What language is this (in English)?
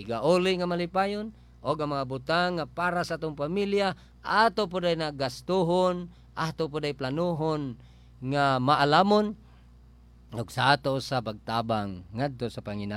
Cebuano